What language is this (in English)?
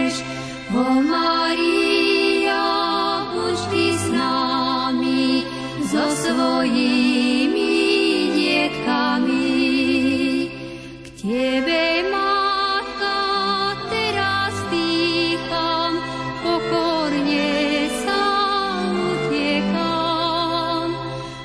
Slovak